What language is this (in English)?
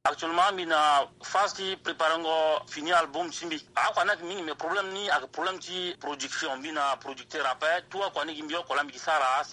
Sango